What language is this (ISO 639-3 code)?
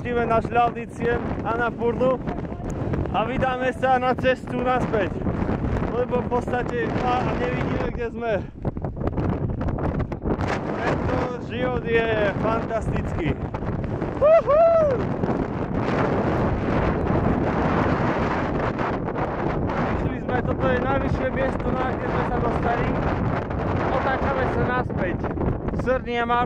slk